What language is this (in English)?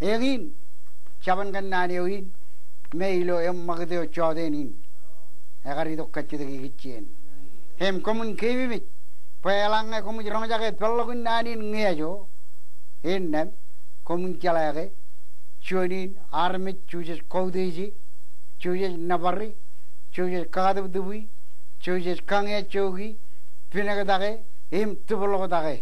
Marshallese